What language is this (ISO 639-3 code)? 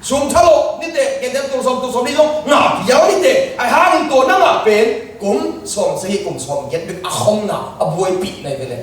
ctd